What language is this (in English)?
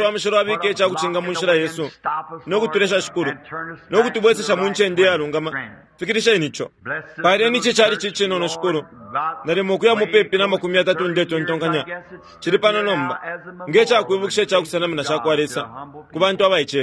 Bemba